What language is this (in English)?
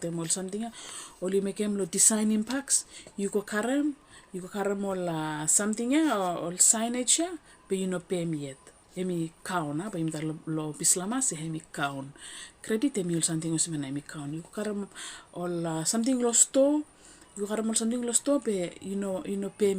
Bislama